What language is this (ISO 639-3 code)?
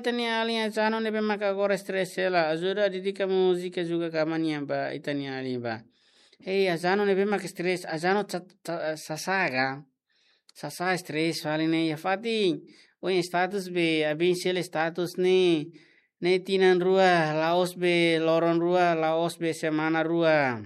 tet